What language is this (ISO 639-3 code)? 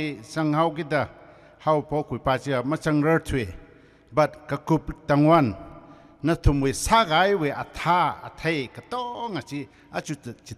nmf